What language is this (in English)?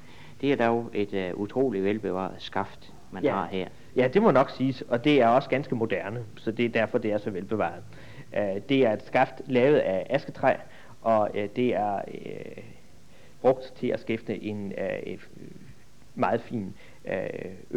Danish